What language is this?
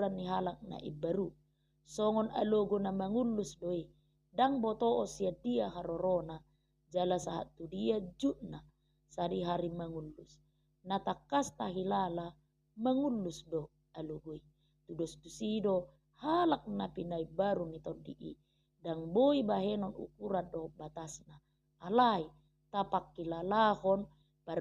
Batak Toba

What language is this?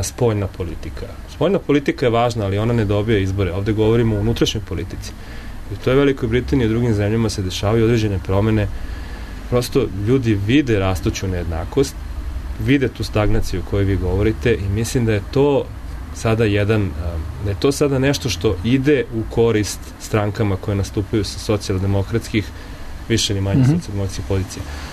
Serbian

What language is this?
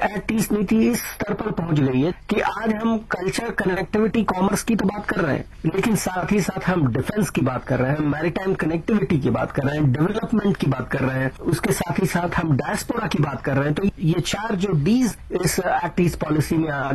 Hindi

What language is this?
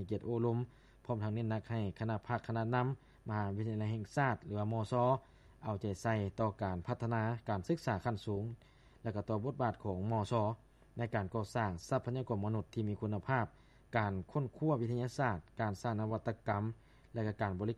Lao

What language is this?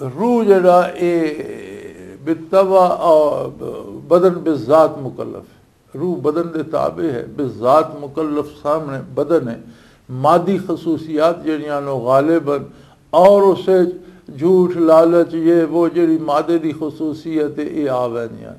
Western Panjabi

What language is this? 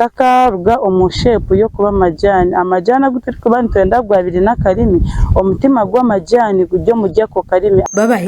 Nyankole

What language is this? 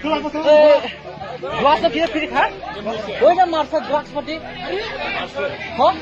Kok Borok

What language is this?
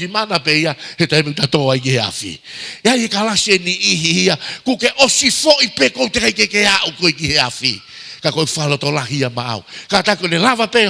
Tongan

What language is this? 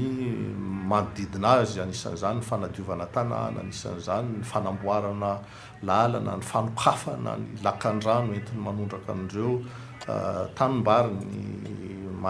Malagasy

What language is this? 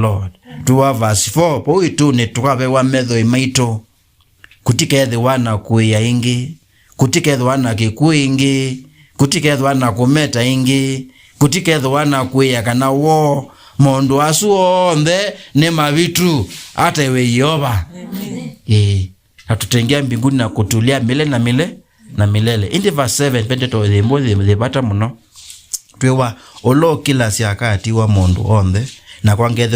Kamba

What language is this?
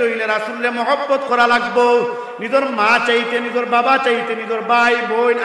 Sylheti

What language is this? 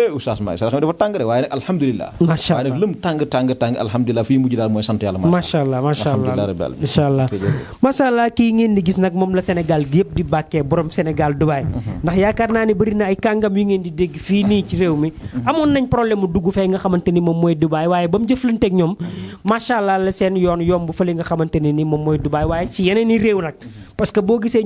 Wolof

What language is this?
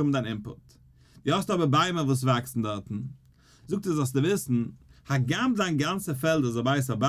Yiddish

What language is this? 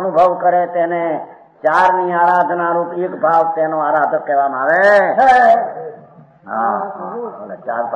Gujarati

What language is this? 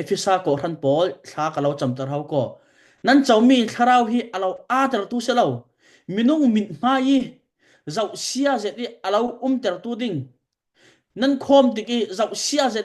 Falam Chin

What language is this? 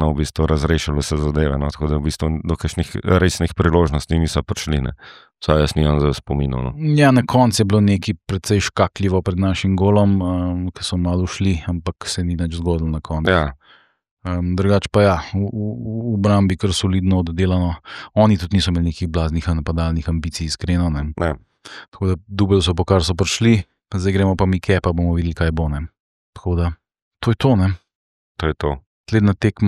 Slovenian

